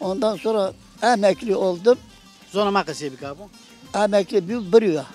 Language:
Zaza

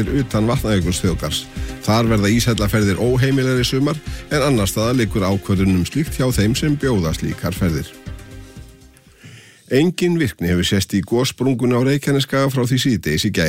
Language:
Icelandic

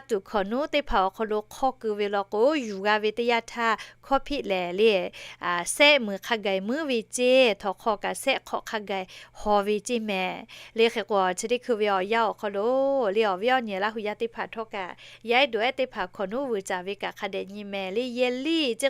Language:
Lahu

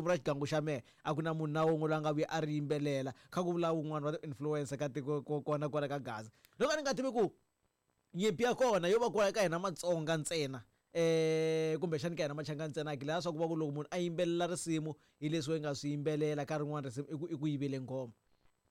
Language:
Tsonga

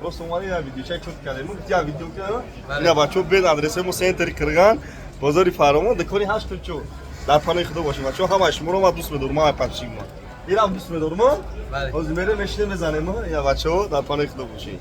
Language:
Tajik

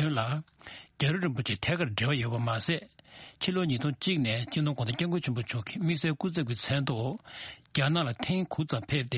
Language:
Tibetan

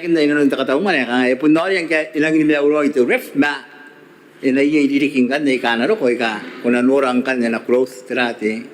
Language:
Gilbertese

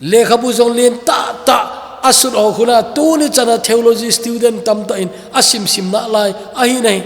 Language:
Thado Chin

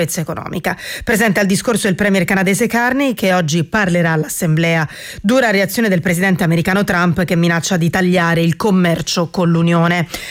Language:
Italian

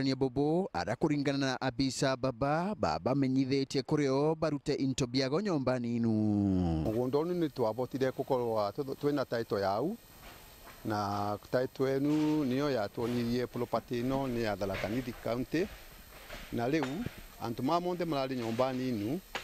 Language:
Meru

